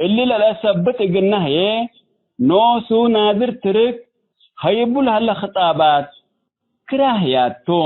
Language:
Tigre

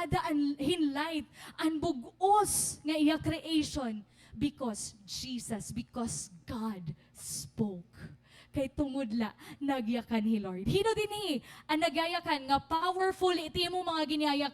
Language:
Waray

